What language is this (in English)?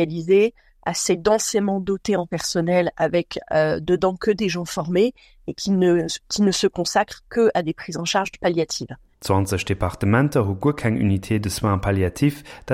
Luxembourgish